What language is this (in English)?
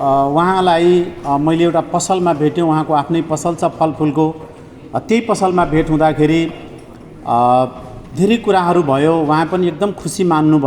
Nepali